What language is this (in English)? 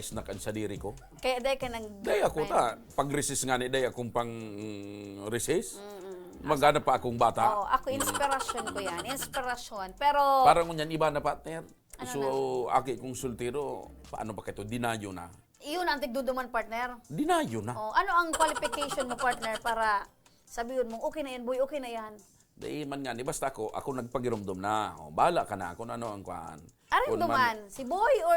Bikol